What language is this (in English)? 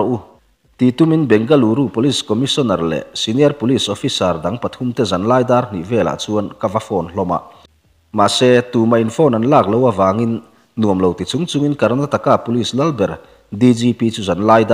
Mizo